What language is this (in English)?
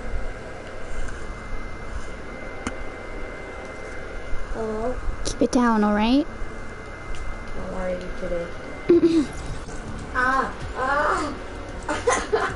English